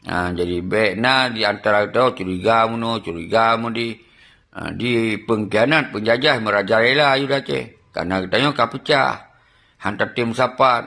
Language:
Achinese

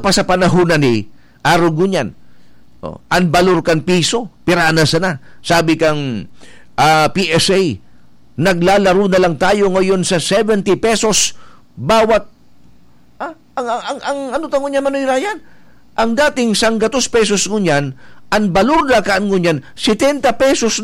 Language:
Bikol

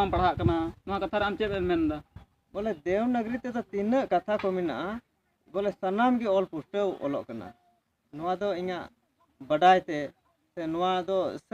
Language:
Santali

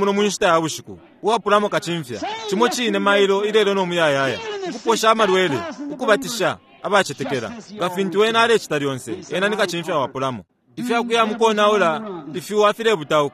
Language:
Bemba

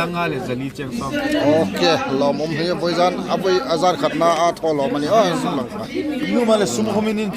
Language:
Hmar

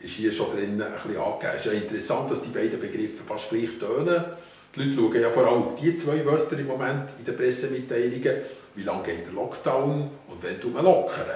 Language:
Swiss German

